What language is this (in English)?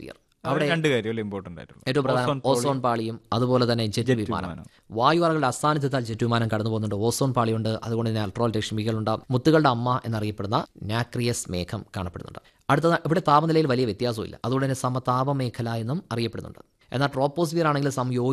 Malayalam